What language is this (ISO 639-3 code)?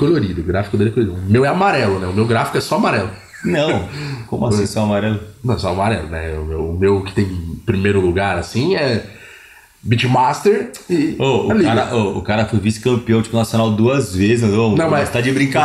por